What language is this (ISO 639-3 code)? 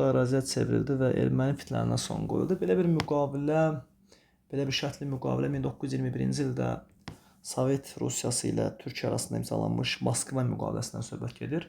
aze